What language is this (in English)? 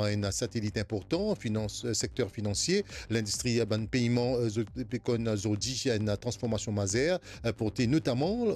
Morisyen